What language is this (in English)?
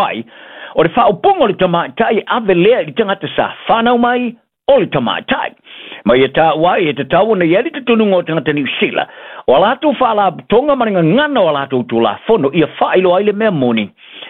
Samoan